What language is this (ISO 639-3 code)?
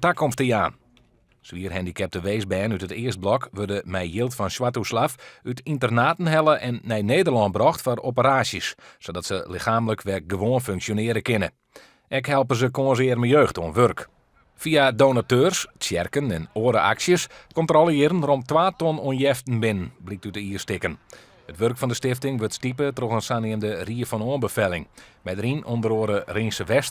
fry